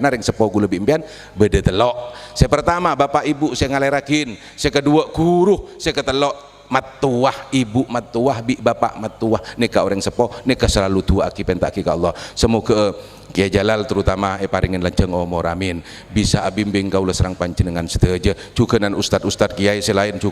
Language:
Madurese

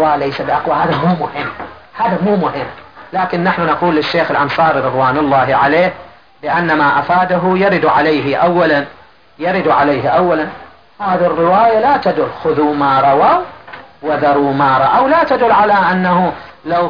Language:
Arabic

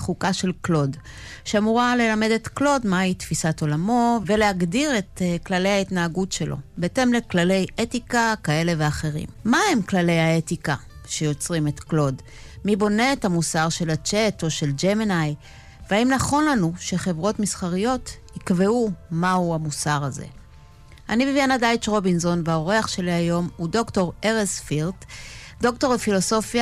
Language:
Hebrew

